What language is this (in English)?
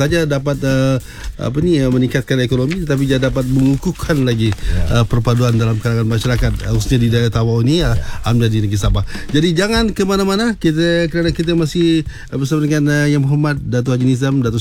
Malay